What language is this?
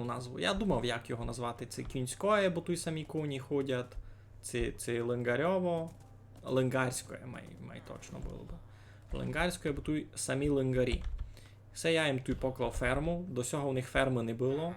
Rusyn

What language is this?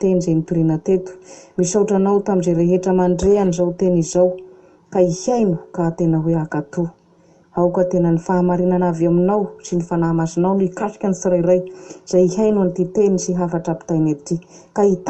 Malagasy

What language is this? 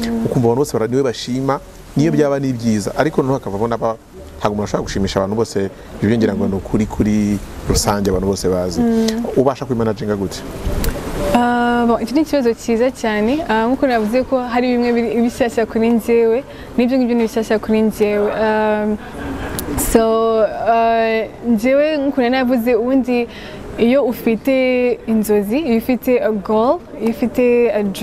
Kinyarwanda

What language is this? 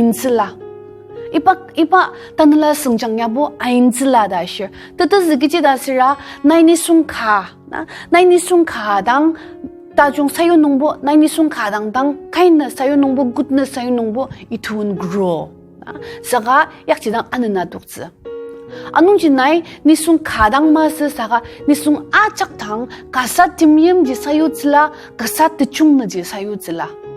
Ao Naga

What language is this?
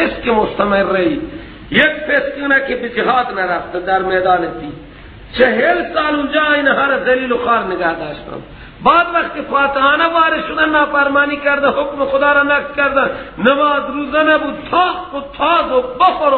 Persian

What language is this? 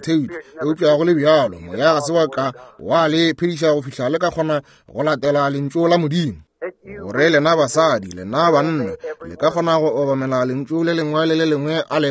Northern Sotho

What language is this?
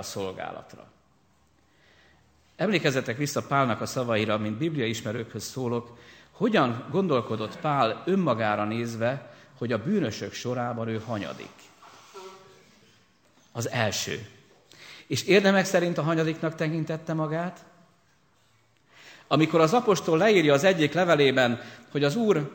Hungarian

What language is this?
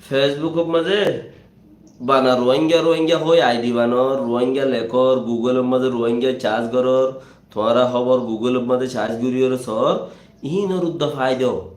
Rohingya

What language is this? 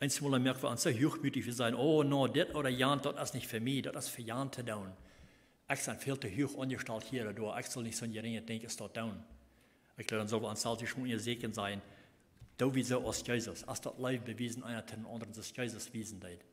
Plautdietsch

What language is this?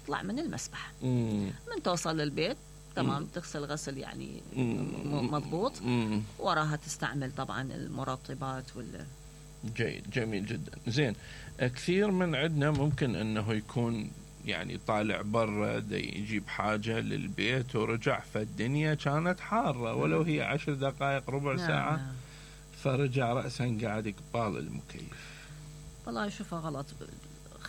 Mesopotamian Arabic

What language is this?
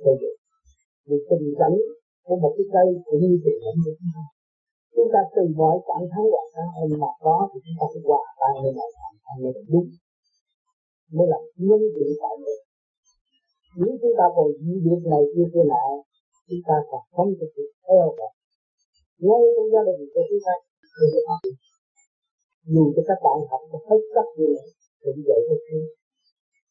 Vietnamese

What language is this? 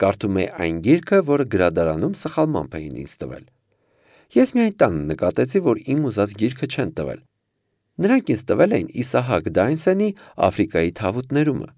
Armenian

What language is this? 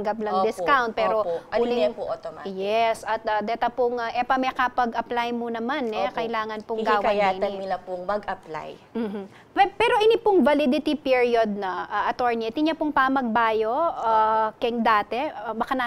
Pampanga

